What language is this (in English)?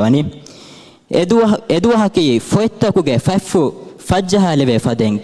Divehi